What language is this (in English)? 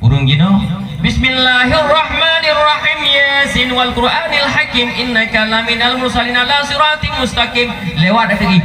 Achinese